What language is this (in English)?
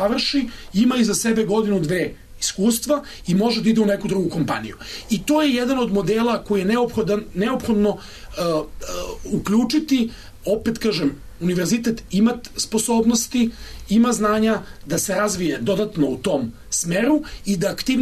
Serbian